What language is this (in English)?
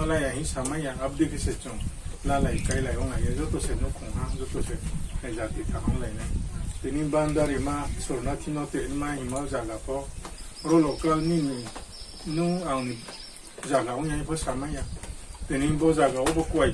Riang (India)